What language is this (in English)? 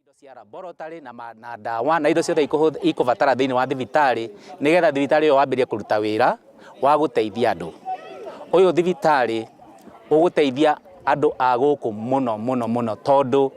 Kikuyu